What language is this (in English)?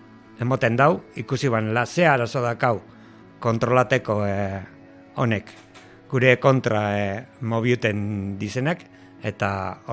Basque